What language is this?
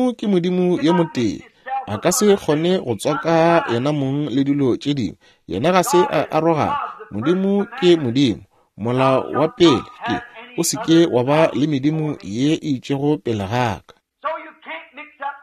Northern Sotho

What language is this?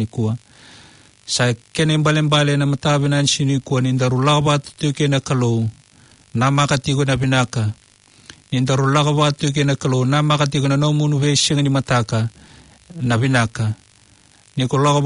Fijian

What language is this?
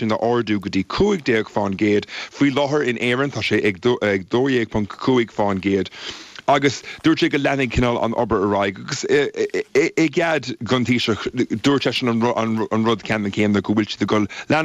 Irish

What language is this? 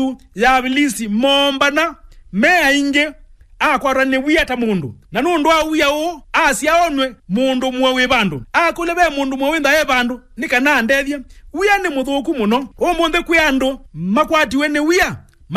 Kamba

